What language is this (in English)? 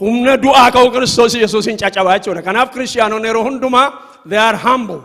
Oromo